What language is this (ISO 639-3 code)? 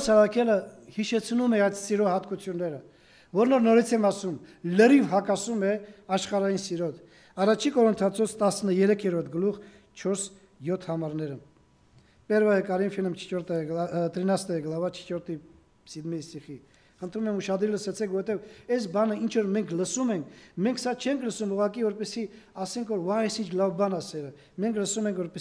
hye